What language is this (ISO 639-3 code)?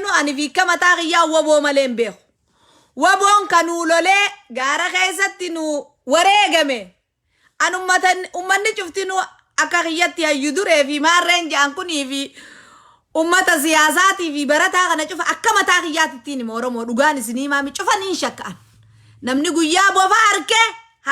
orm